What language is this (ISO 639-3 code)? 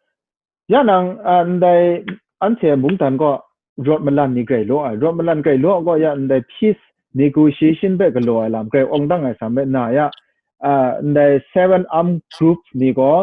kac